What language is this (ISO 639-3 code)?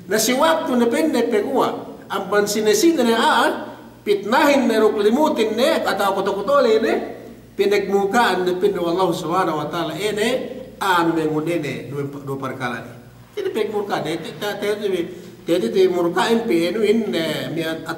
yka